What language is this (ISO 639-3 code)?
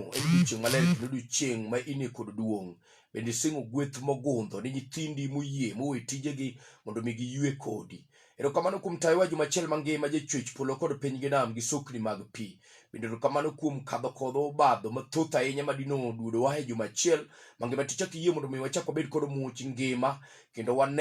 luo